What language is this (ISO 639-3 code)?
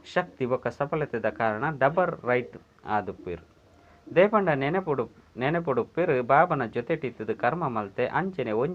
tcy